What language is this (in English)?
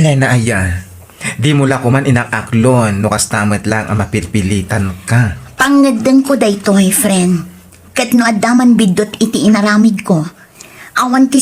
Iloko